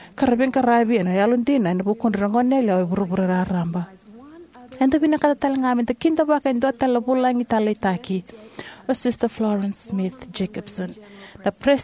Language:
Fijian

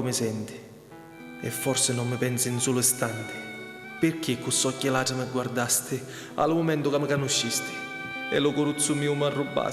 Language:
Sicilian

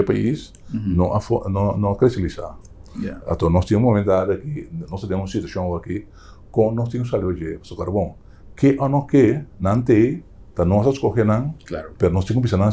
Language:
Papiamento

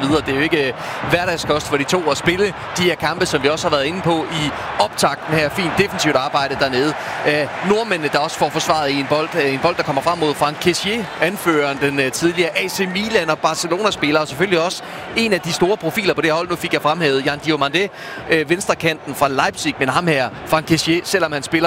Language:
Danish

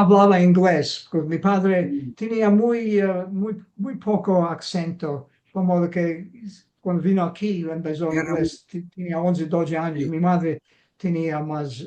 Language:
Ladino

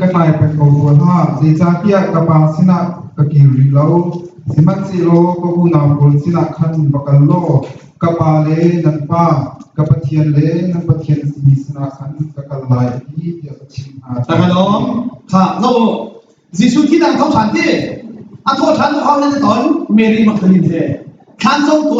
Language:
Hakha Chin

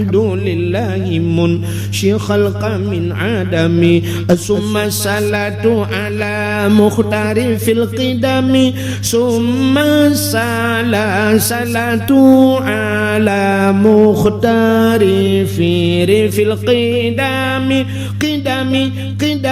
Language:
Achinese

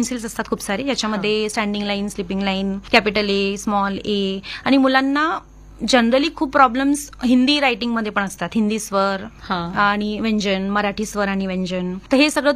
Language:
Marathi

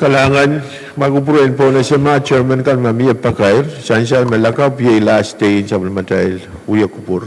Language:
Pohnpeian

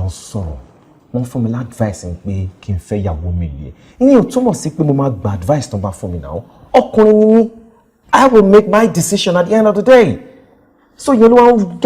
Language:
Yoruba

